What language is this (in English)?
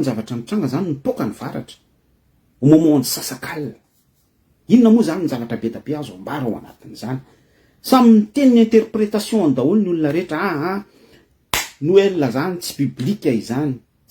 Malagasy